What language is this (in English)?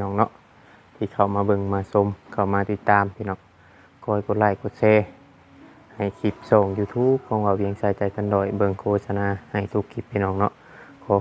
Northeastern Thai